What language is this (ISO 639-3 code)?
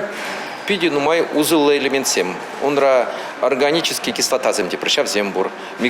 chv